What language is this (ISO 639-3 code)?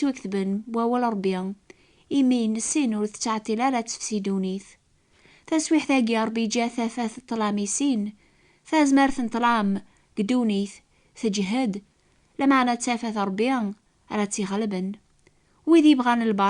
kab